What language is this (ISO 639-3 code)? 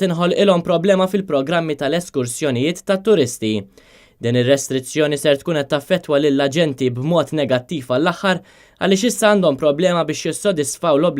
mlt